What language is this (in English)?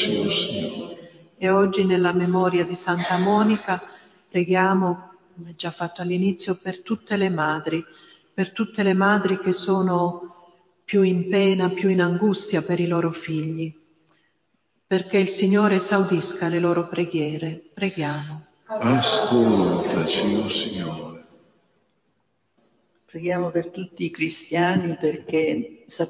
Italian